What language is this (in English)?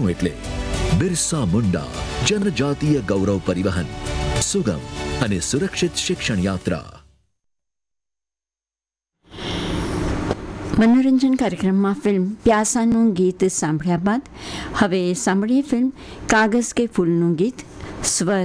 Gujarati